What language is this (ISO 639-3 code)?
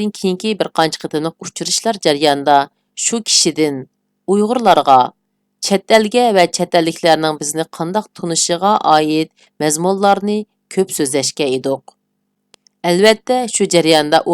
uig